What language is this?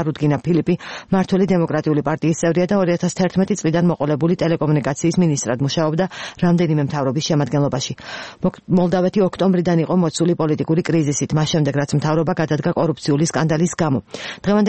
Georgian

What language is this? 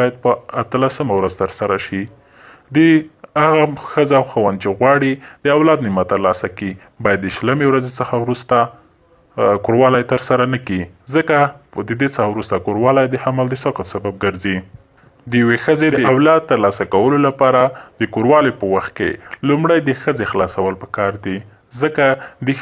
Pashto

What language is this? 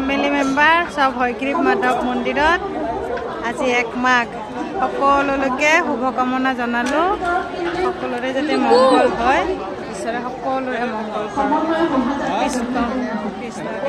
Assamese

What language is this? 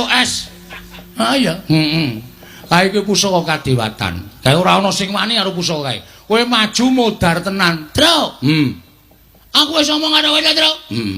Javanese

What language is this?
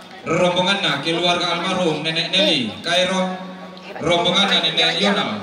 Toraja-Sa'dan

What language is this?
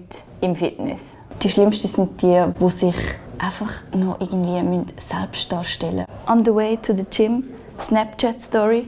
Swiss German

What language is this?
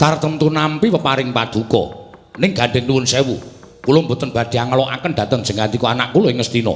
Javanese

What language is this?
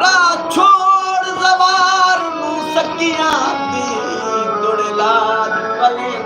Saraiki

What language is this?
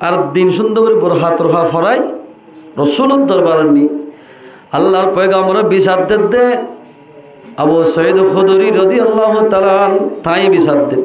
Rohingya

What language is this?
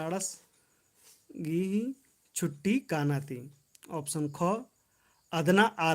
Kurukh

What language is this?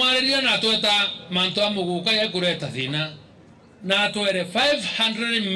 Meru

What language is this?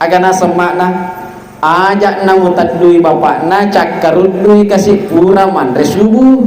Buginese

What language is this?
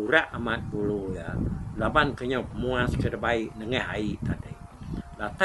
Iban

